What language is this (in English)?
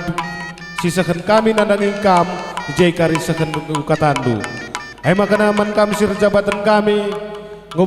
Batak Karo